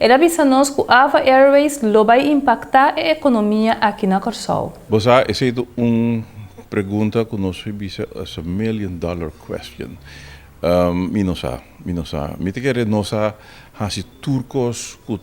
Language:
Papiamento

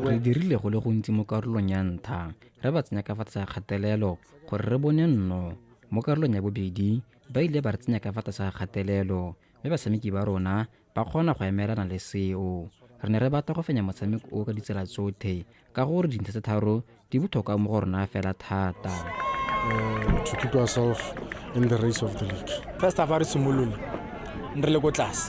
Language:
Tswana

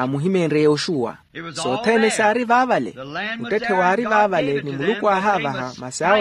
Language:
Makhuwa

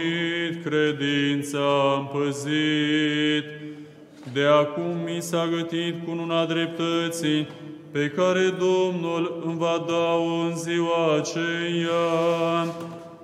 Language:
Romanian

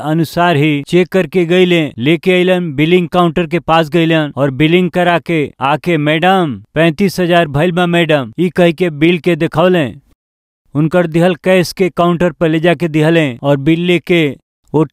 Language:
Bhojpuri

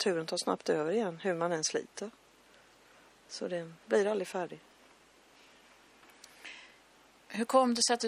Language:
Swedish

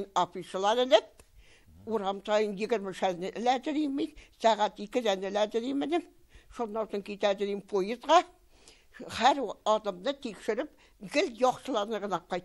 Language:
Tatar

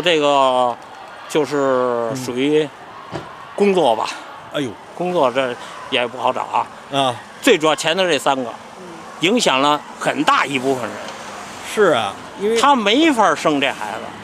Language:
Chinese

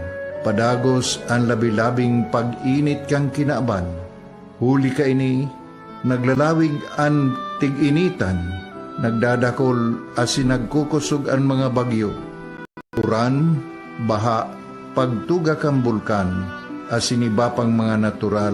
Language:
Bikol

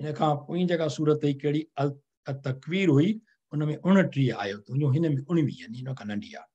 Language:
Sindhi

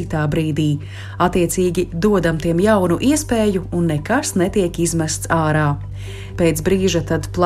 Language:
Latvian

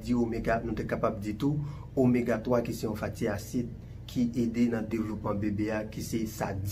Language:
Haitian Creole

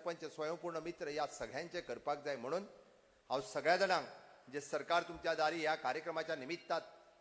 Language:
Konkani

